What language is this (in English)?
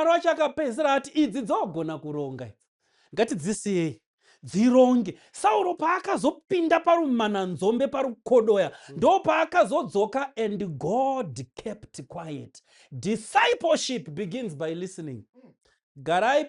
Shona